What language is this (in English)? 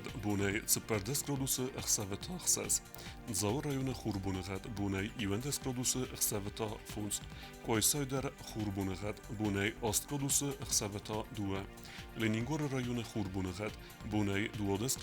Ossetic